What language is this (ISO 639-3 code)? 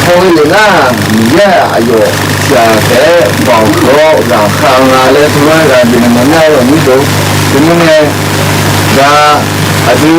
ahk